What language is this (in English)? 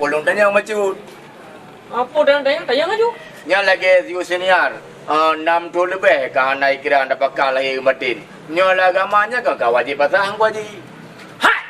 Achinese